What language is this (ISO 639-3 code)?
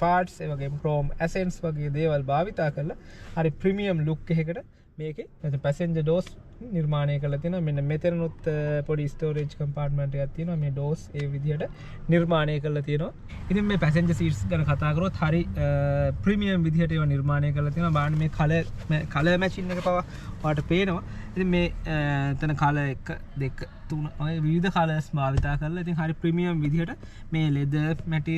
sin